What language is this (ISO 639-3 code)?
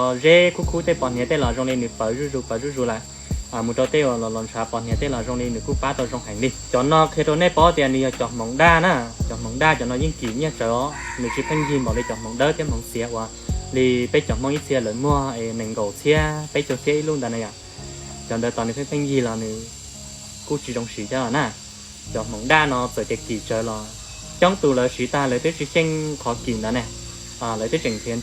hmn